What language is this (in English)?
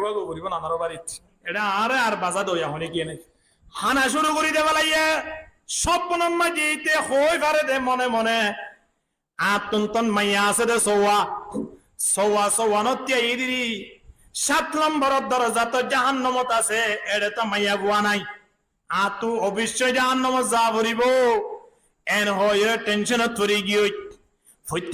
Rohingya